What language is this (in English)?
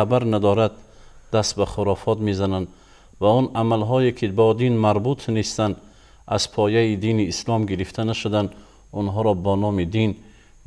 Tajik